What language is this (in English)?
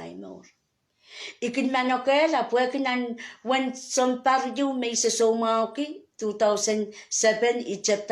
Pohnpeian